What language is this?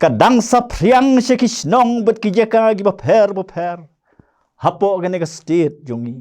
Khasi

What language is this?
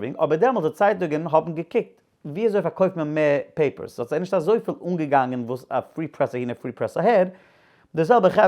Yiddish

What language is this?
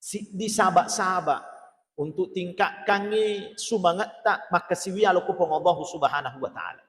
Buginese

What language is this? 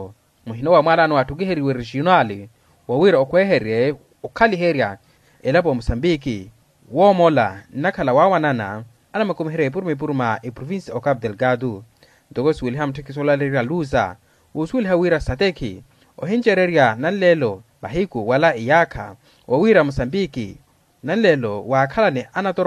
Makhuwa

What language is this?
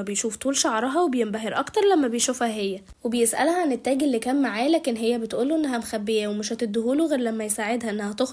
Egyptian Arabic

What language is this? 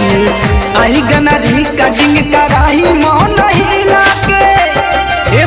Bhojpuri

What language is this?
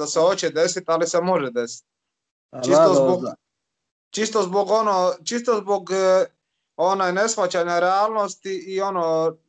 Croatian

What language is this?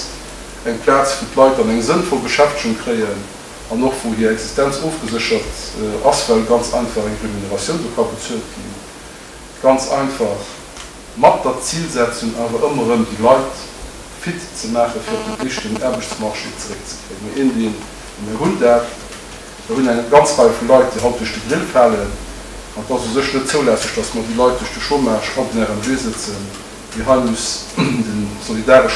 Luxembourgish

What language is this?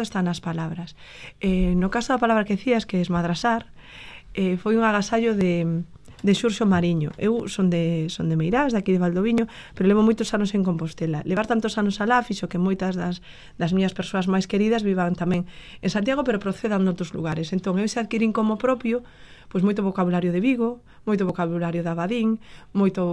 Galician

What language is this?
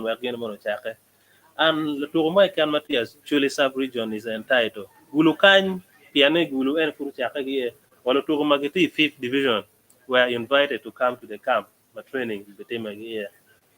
Acoli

